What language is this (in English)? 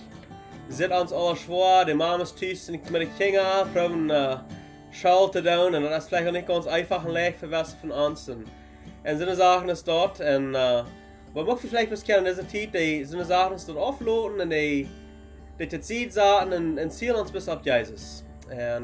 Plautdietsch